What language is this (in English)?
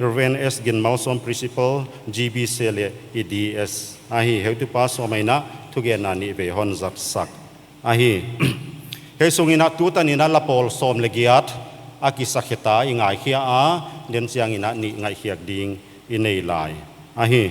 Paite Chin